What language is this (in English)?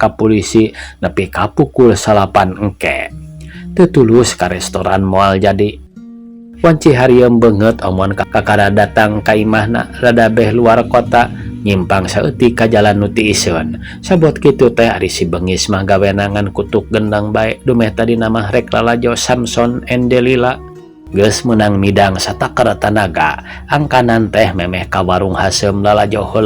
Sundanese